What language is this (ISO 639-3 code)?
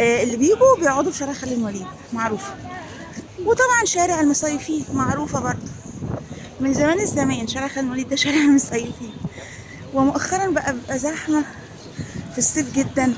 arz